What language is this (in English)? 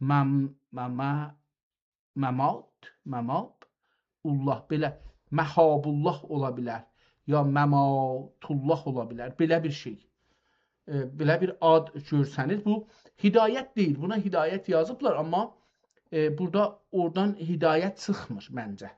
South Azerbaijani